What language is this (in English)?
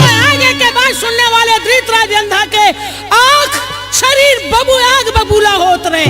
Chhattisgarhi